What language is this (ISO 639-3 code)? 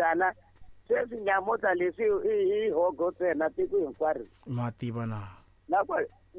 tso